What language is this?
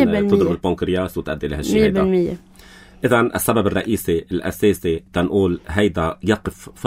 North Levantine Arabic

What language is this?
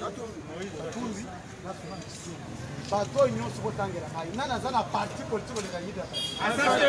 Lingala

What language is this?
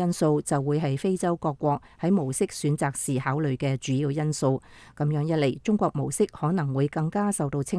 Cantonese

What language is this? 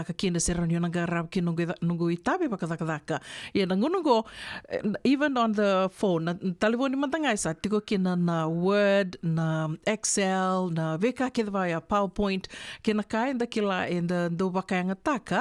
Fijian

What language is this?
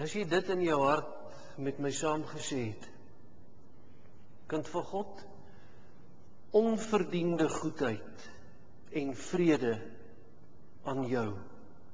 Afrikaans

